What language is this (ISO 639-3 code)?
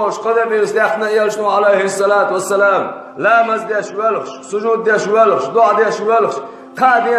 che